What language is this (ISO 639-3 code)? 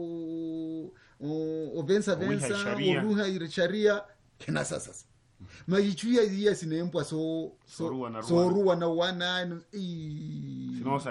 swa